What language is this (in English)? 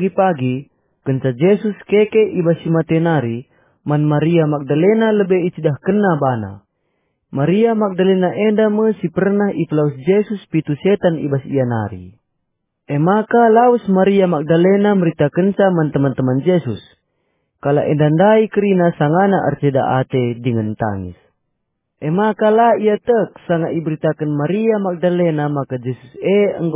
Batak Karo